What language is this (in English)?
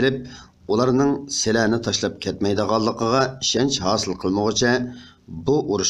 Uyghur